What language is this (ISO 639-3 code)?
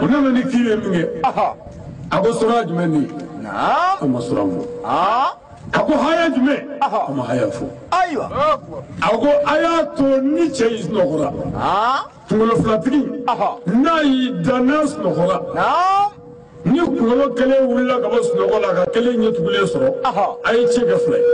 bam